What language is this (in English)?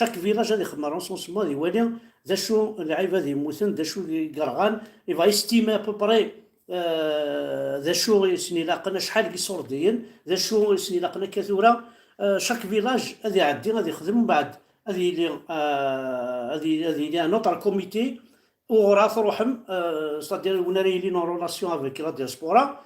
Kabyle